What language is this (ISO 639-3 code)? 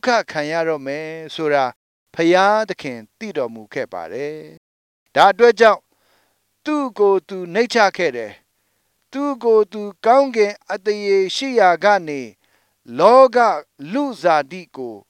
mya